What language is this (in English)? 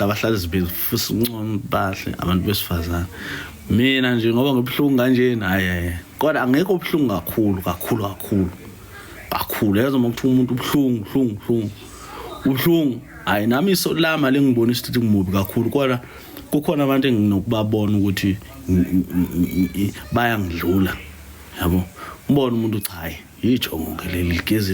Zulu